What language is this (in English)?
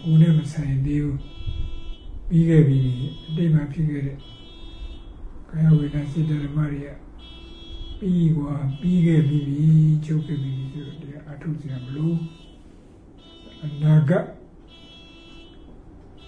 Burmese